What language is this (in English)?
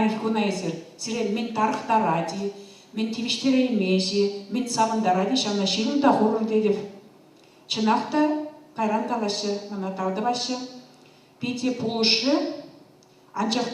Chuvash